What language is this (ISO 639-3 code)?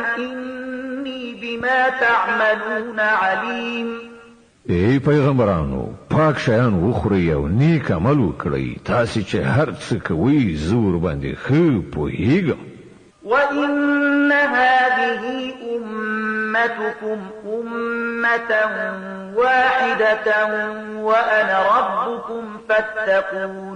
pus